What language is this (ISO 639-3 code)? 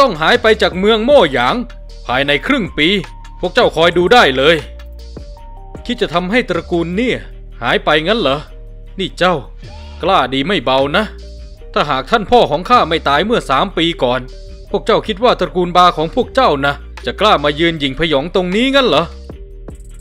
tha